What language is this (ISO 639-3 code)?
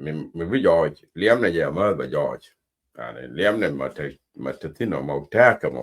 nus